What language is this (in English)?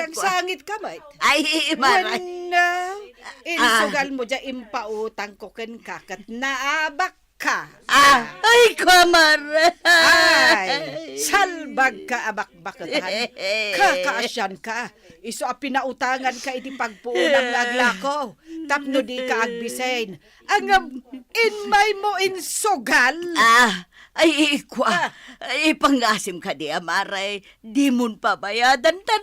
Iloko